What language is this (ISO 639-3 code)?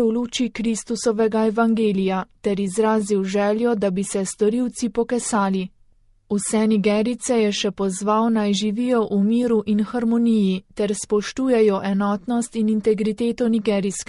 slv